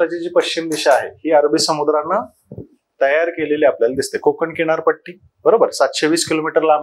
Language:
Marathi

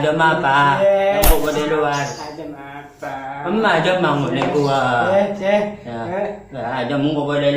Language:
Madurese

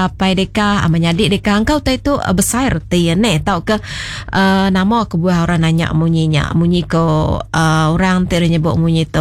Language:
Iban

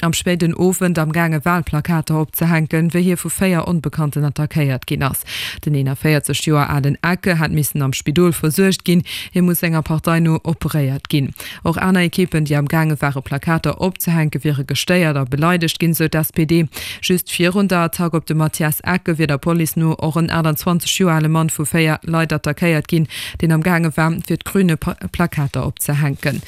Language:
Luxembourgish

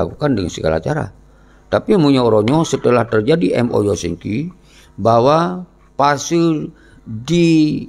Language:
Achinese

